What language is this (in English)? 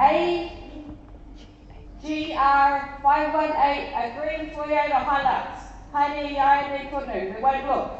Māori